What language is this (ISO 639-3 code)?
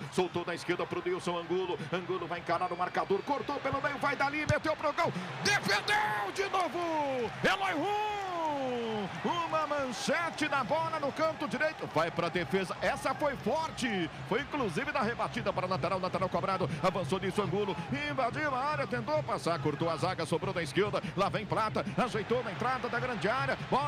por